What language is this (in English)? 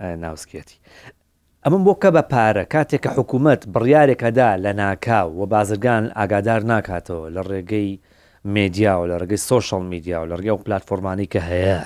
Central Kurdish